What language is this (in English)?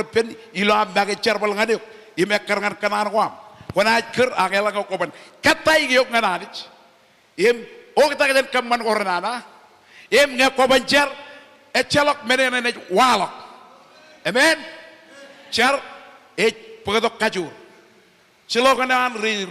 Marshallese